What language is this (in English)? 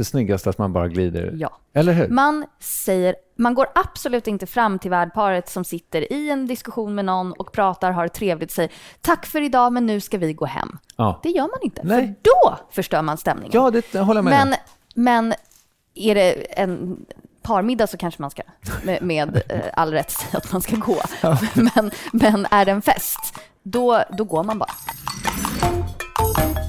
Swedish